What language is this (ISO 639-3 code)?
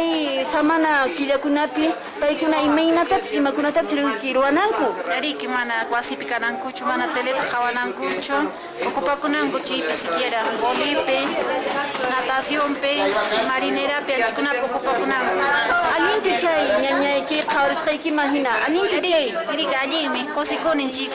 que